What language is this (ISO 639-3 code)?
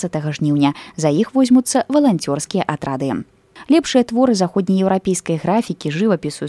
bel